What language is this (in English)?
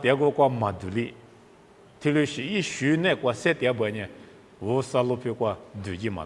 Lisu